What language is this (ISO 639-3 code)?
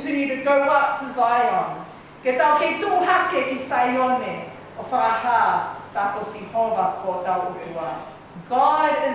ton